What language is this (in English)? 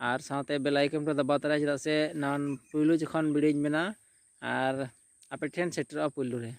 Santali